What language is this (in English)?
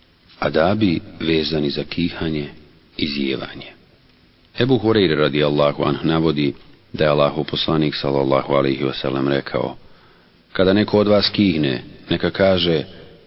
Bosnian